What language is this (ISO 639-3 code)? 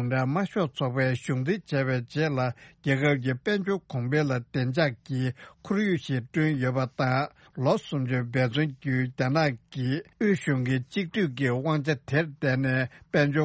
bod